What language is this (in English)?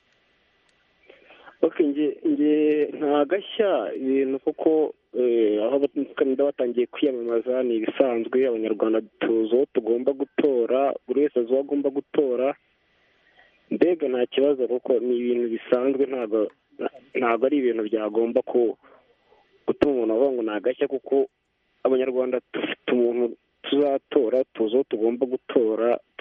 Kinyarwanda